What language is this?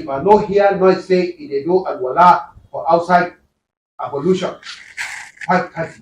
Nigerian Pidgin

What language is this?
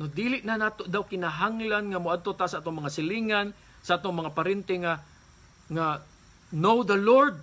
Cebuano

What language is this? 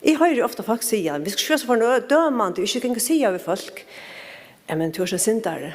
Faroese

